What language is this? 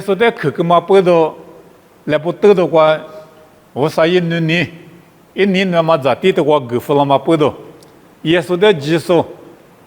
Lisu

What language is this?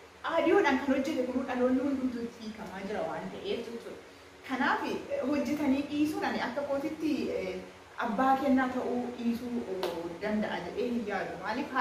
Oromo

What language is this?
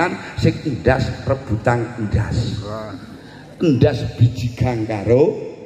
Javanese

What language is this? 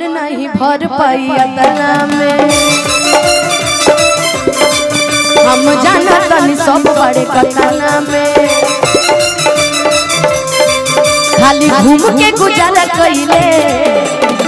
Bhojpuri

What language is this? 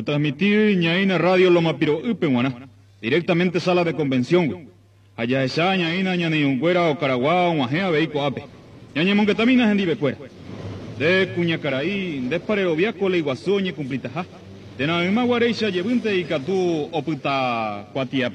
Guarani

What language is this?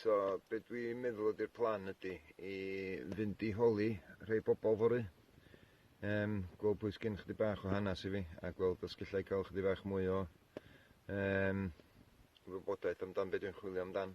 Welsh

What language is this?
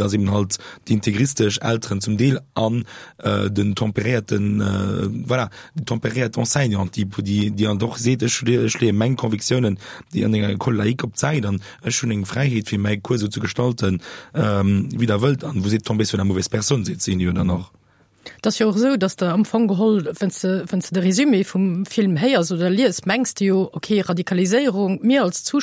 Luxembourgish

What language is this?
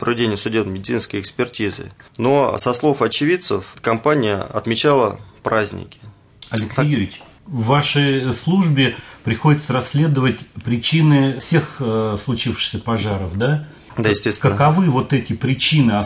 Russian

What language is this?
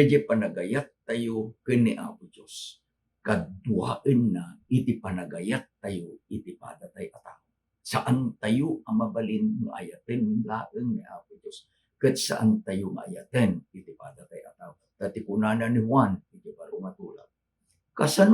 Iloko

